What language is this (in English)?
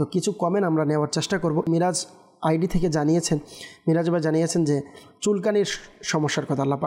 Bangla